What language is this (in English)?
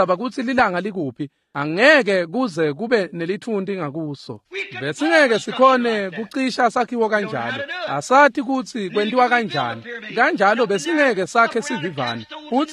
Swati